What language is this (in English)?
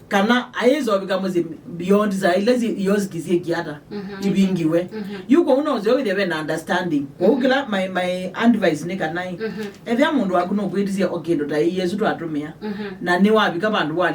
Kamba